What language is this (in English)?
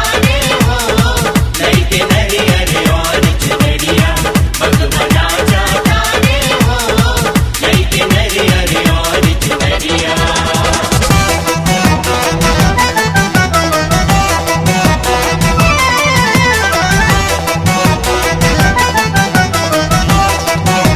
Bhojpuri